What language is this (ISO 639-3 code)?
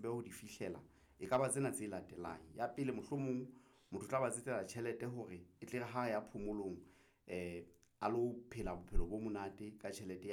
sot